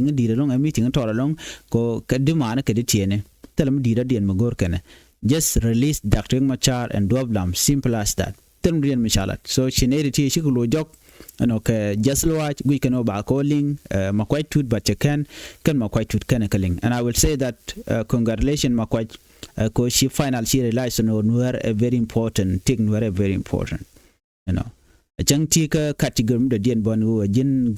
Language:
Nuer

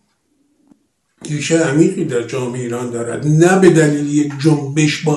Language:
Persian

